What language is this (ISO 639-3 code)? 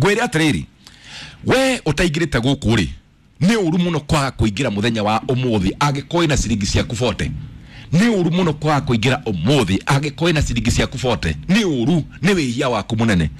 kik